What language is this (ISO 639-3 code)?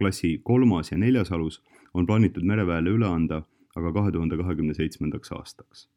est